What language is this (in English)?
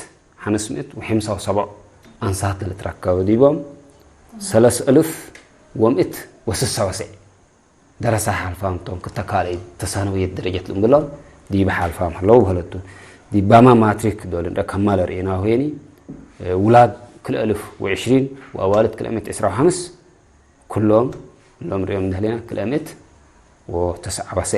Tigre